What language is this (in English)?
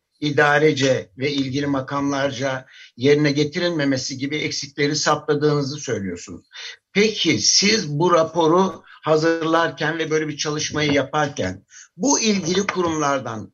Turkish